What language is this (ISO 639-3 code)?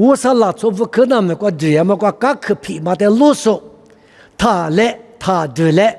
lis